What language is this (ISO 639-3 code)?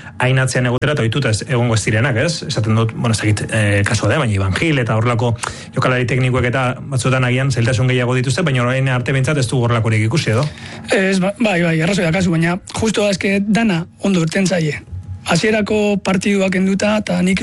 eus